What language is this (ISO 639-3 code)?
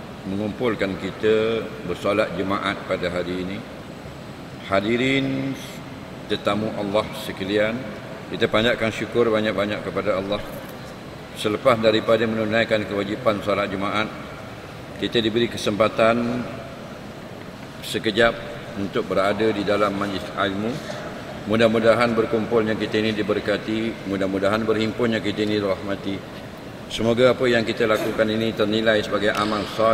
msa